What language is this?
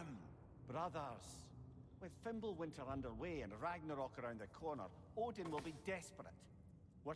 English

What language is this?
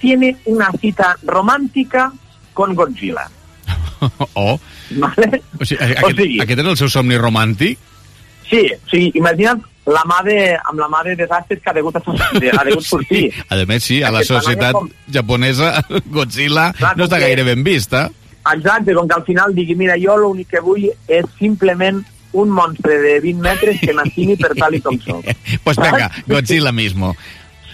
Catalan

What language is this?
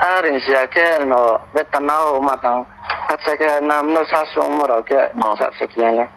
Riang (India)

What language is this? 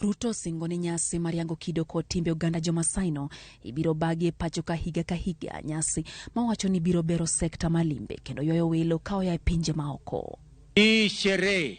Luo (Kenya and Tanzania)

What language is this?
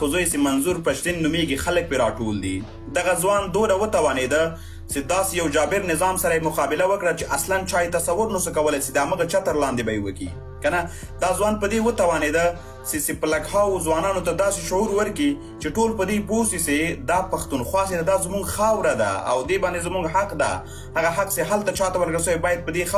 Pashto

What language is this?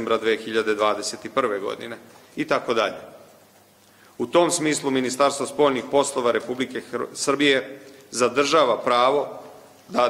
Serbian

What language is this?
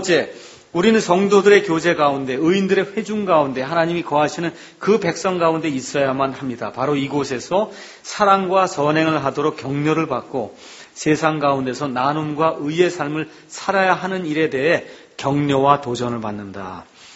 Korean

